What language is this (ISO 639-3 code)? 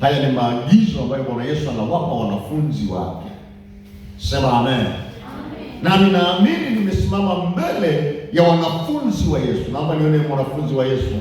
swa